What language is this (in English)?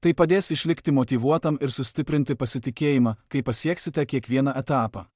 Lithuanian